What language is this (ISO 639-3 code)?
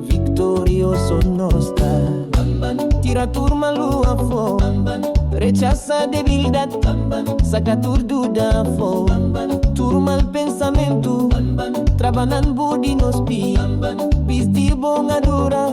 pap